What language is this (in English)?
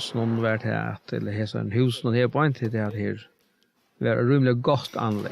Faroese